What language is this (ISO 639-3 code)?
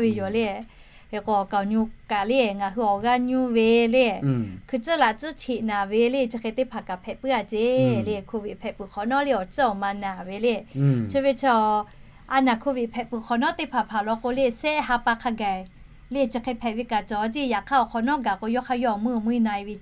lhu